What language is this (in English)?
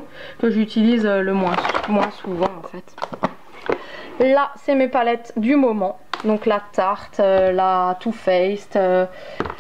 French